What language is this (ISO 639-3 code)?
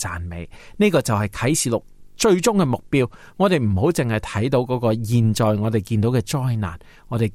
yue